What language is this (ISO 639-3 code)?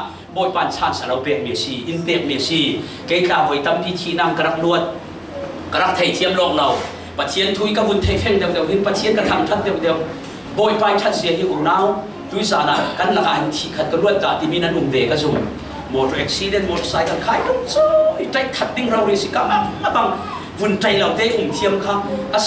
cfm